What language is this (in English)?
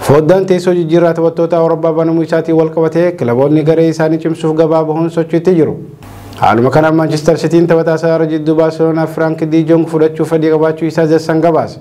Oromo